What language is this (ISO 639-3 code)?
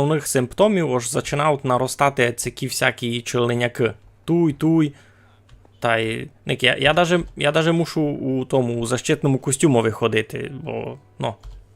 rue